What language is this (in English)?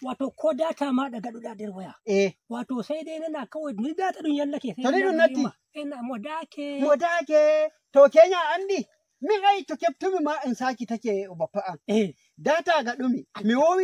Nigerian Fulfulde